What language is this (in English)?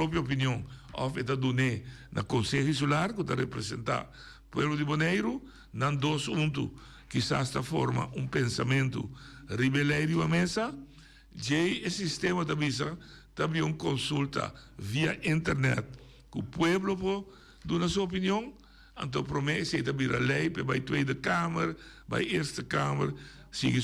Papiamento